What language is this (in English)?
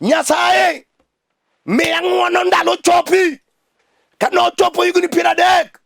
Luo (Kenya and Tanzania)